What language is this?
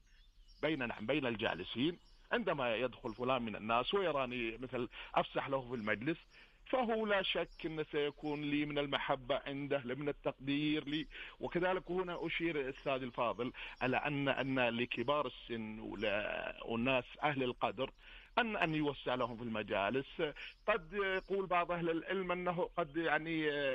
Najdi Arabic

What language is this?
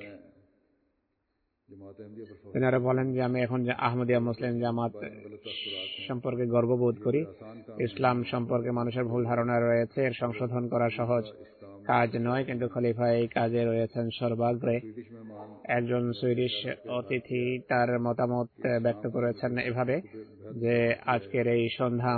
Bangla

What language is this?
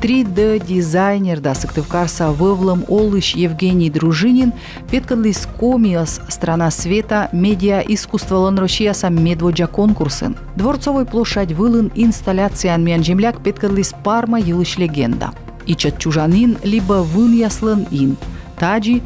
Komi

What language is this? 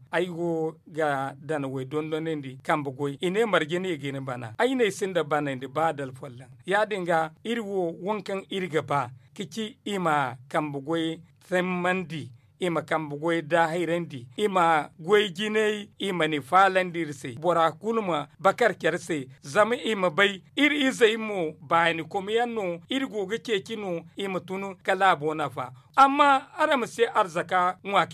Zarma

